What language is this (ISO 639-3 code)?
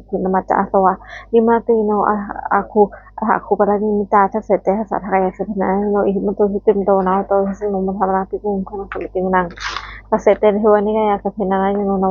pli